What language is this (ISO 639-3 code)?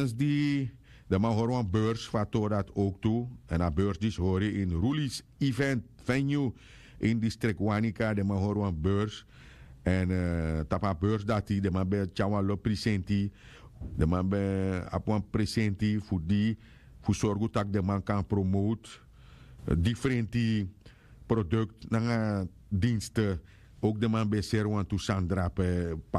srn